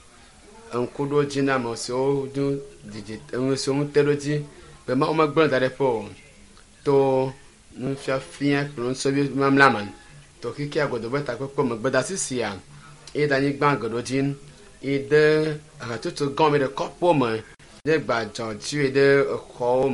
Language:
Ewe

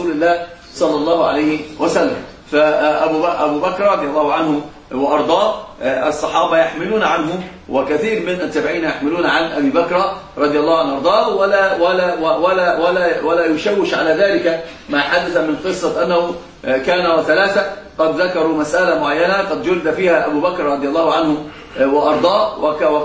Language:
Arabic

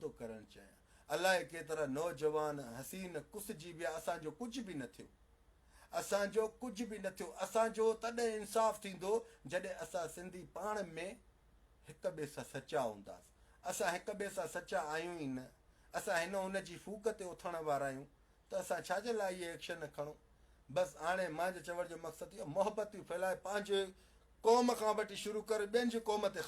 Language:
Sindhi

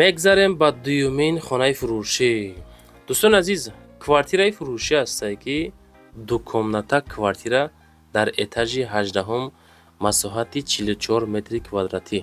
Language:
Tajik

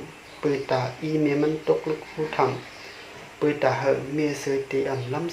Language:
Shan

